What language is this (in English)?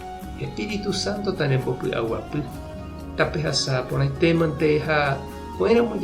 Guarani